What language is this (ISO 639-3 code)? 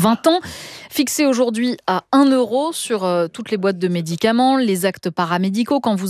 fra